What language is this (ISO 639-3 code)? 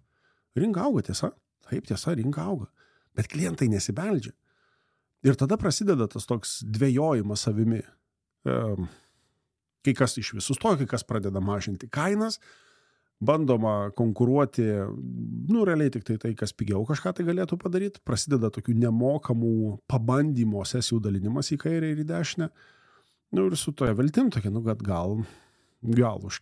lit